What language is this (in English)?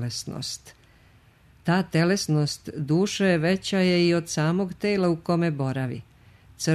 Serbian